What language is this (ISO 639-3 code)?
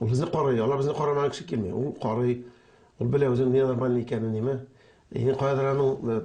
tat